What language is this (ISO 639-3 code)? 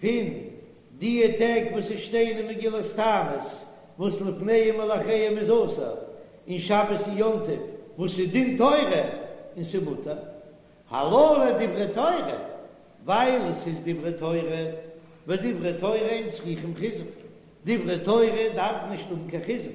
yid